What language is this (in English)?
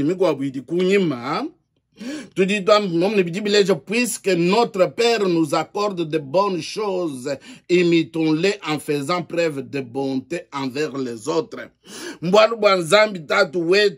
Luba-Lulua